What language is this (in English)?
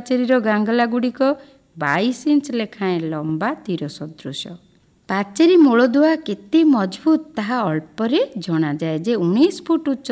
Odia